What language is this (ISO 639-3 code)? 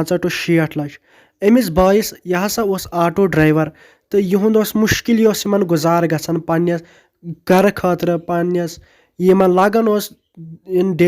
kas